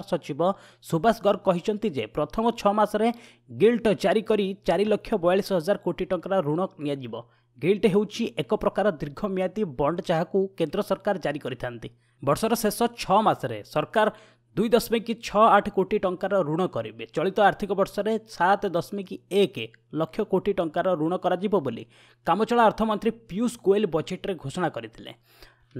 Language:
Odia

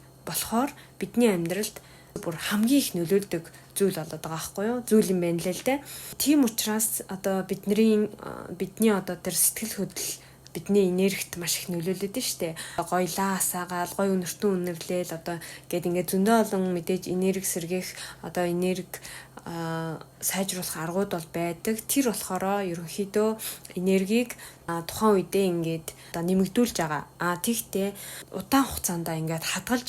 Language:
Mongolian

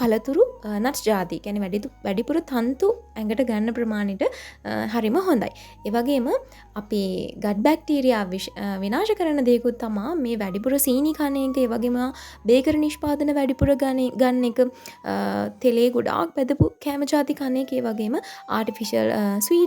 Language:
Sinhala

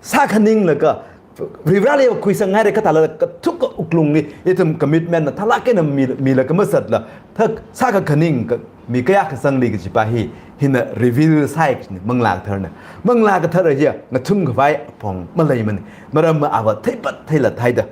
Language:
Tangkhul Naga (India)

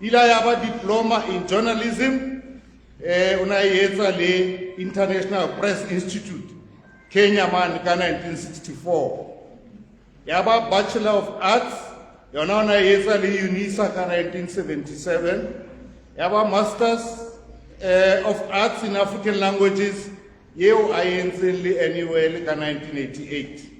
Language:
Southern Sotho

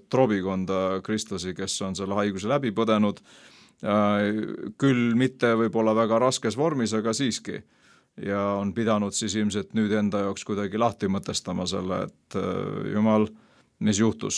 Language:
Estonian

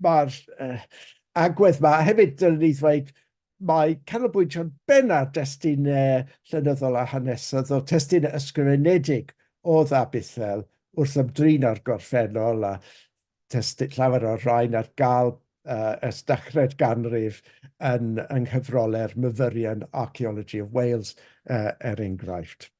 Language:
Welsh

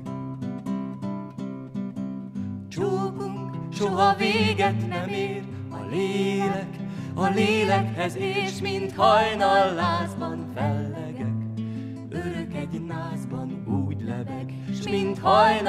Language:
Hungarian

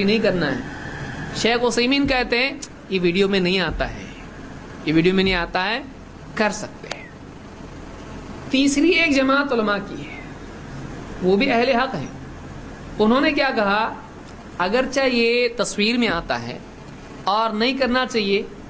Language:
Urdu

